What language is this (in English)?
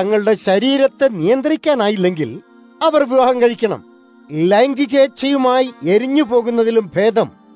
Malayalam